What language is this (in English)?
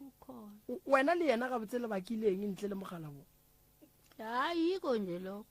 Northern Sotho